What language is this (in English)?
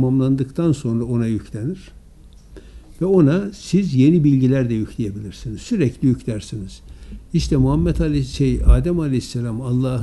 Turkish